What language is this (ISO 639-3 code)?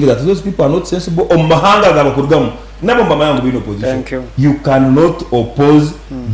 nyn